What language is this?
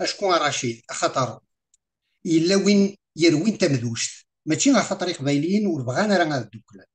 Kabyle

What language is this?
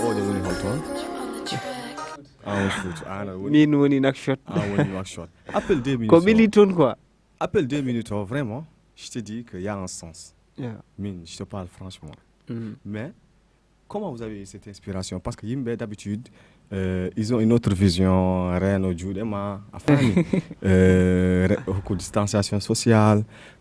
Fula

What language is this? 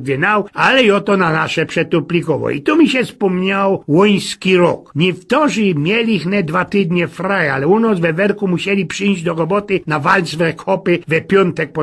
Silesian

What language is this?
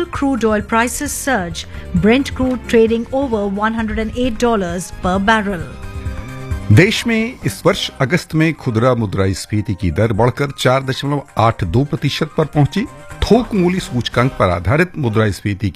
Hindi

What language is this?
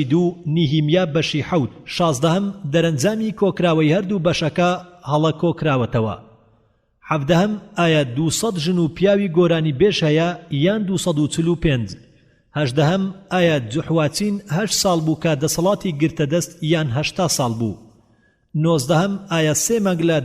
Central Kurdish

